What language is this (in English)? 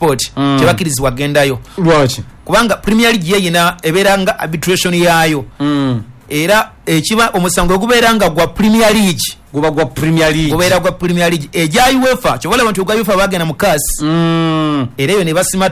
Ganda